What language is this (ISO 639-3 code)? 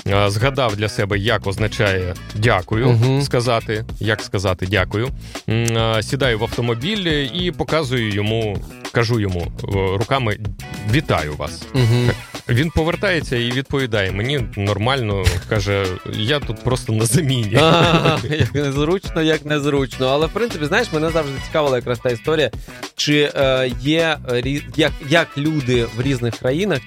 ukr